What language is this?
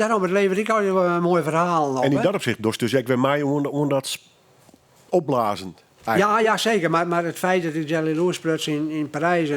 Western Frisian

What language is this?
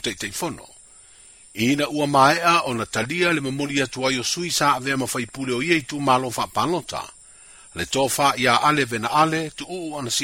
Samoan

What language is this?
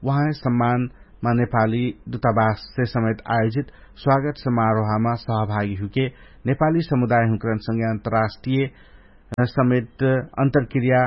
Dangaura Tharu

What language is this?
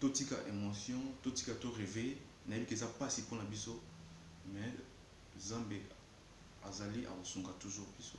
Lingala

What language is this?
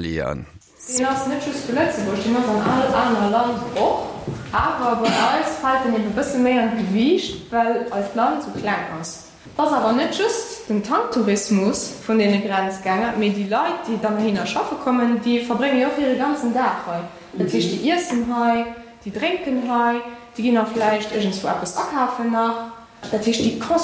Luxembourgish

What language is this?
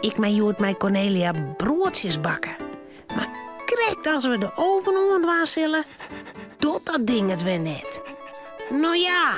Western Frisian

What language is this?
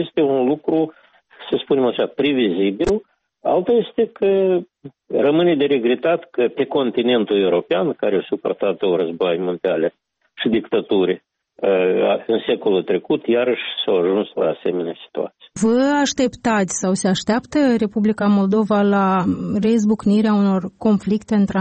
Romanian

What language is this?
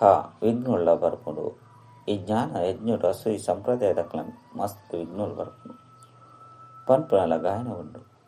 Tulu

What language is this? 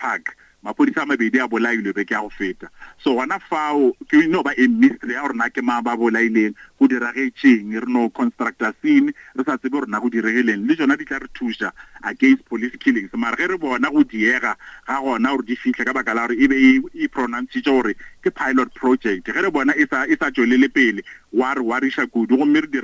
Northern Sotho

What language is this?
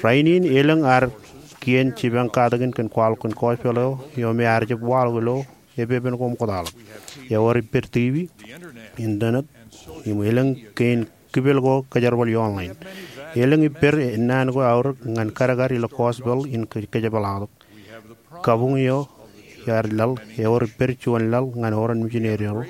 Marshallese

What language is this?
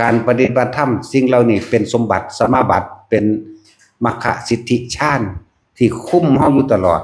Northeastern Thai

